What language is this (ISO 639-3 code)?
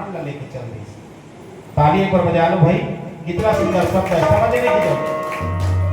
hne